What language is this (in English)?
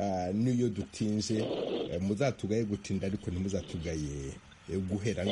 Kinyarwanda